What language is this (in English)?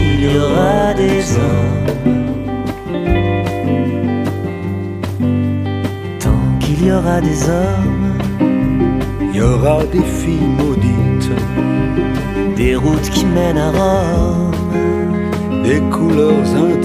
French